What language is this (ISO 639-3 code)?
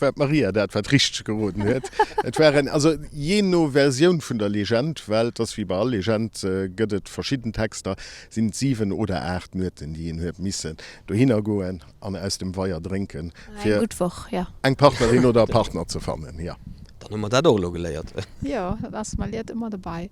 ltz